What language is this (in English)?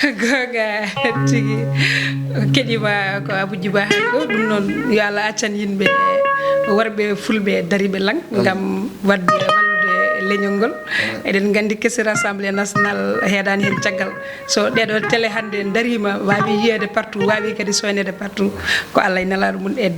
Fula